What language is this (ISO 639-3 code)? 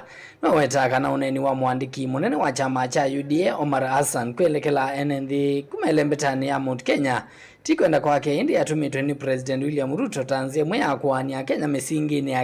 kam